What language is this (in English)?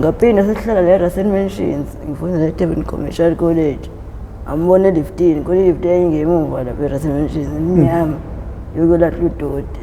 Zulu